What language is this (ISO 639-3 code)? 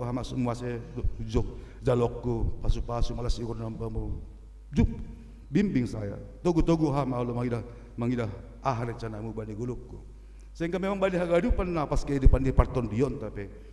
bts